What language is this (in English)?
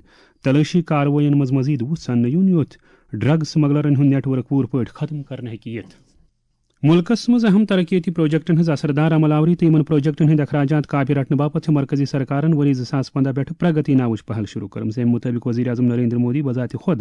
Kashmiri